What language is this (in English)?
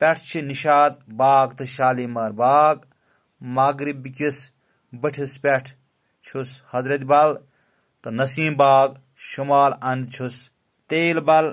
Kashmiri